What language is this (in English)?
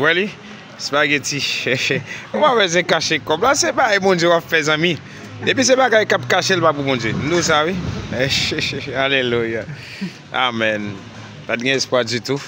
Haitian Creole